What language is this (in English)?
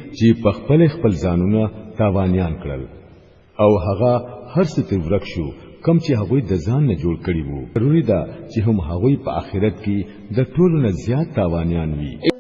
Pashto